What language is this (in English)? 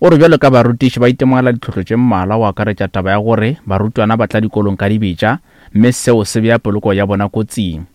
Northern Sotho